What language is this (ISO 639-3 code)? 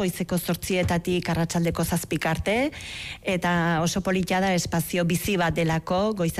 eus